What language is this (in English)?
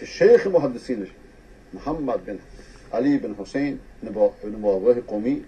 Persian